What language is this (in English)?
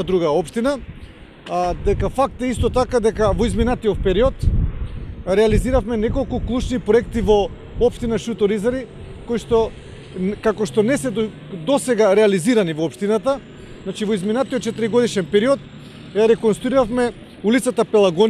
Macedonian